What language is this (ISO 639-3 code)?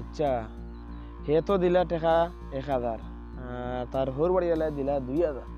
syl